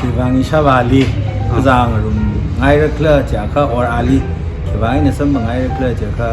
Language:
Tangkhul Naga (India)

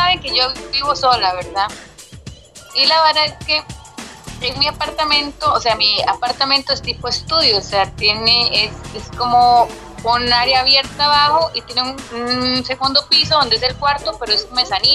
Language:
Spanish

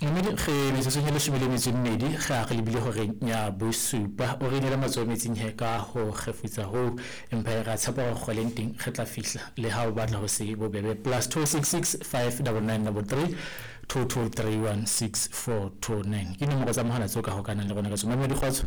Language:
Southern Sotho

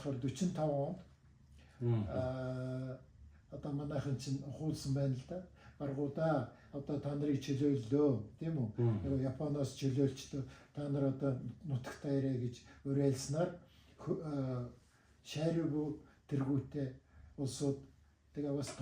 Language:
Mongolian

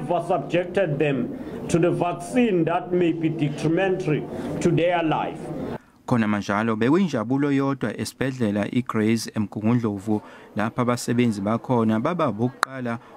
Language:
Zulu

